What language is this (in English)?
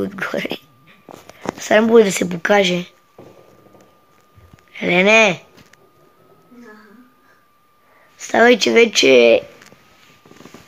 Bulgarian